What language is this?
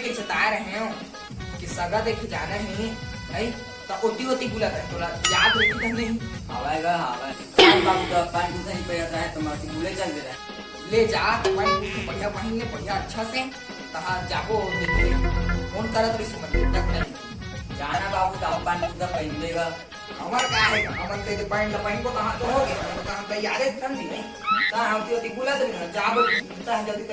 Chhattisgarhi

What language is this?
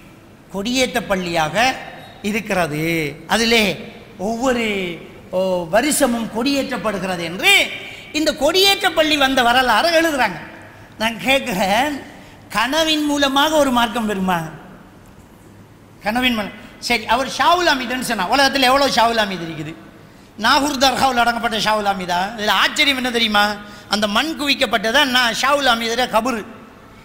Tamil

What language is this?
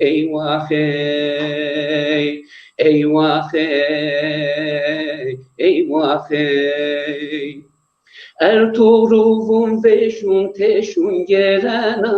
Zaza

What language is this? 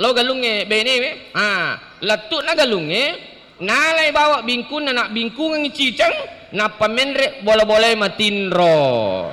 Buginese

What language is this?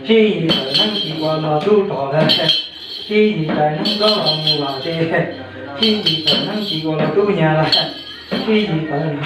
Hmong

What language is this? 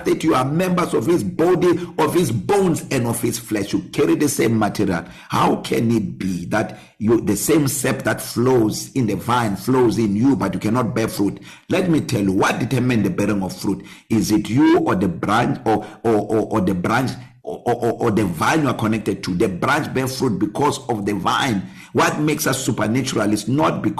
English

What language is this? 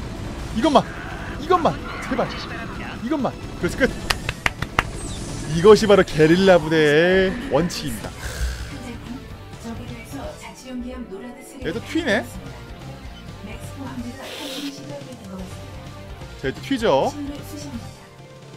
Korean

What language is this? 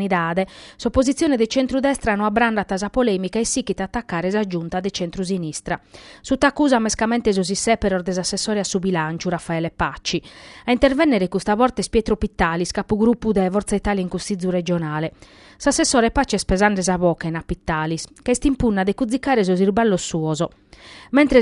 Sardinian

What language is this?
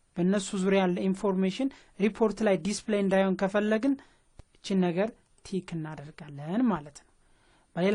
Amharic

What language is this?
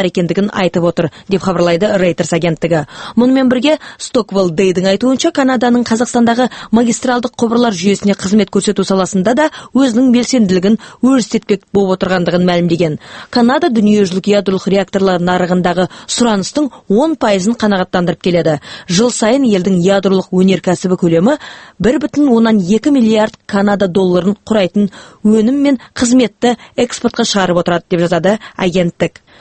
Kazakh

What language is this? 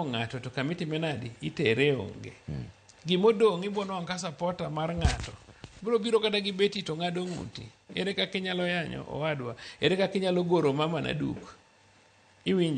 Luo (Kenya and Tanzania)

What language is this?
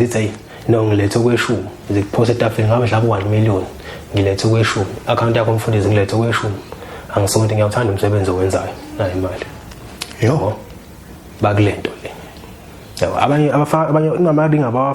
Zulu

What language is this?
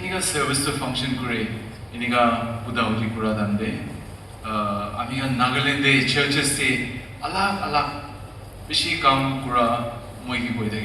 Naga Pidgin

